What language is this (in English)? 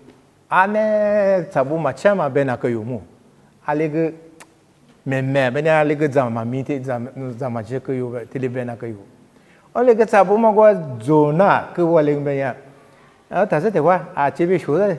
Lisu